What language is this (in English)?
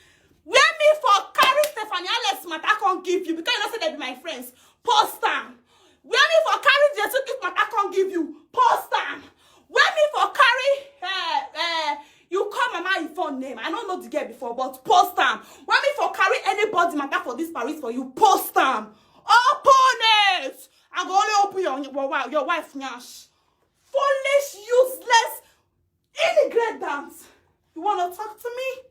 Nigerian Pidgin